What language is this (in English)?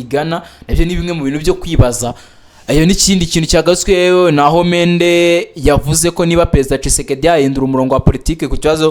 Kinyarwanda